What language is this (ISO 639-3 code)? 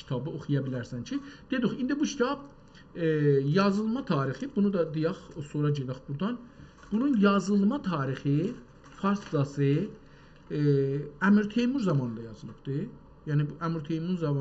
azb